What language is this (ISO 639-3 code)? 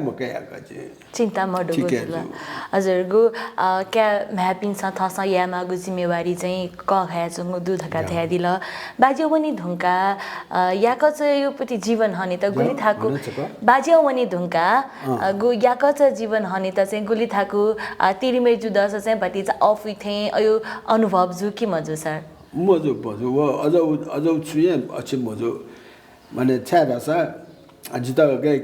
new